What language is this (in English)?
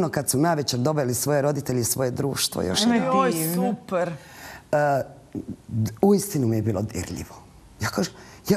Croatian